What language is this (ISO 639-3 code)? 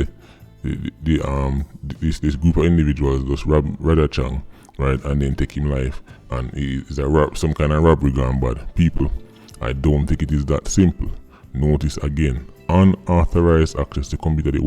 jam